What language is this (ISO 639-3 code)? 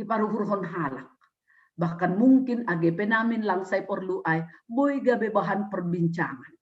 bts